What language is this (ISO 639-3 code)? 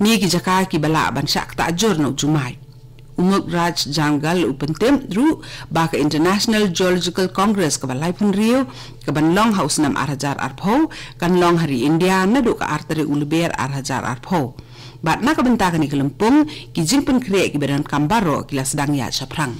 kha